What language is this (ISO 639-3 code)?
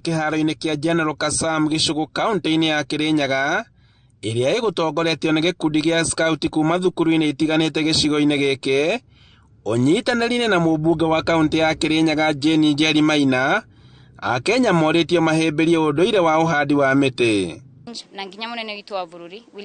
kik